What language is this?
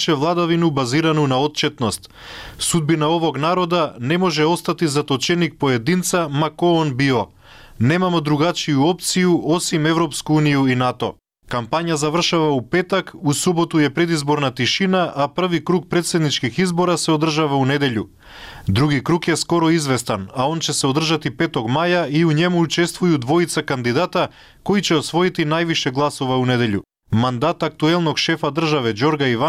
Serbian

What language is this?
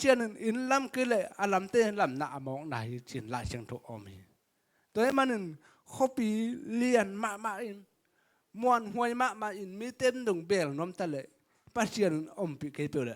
Tedim Chin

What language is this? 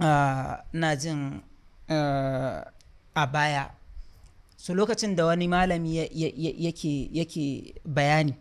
Hausa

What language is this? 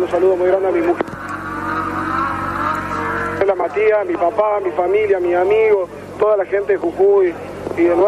Spanish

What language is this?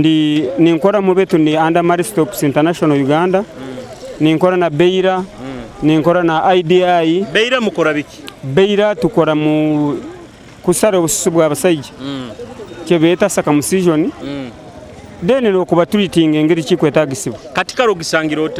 Nyoro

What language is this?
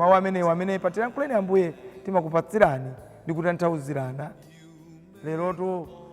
Nyanja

